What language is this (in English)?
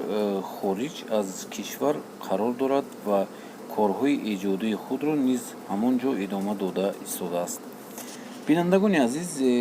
Tajik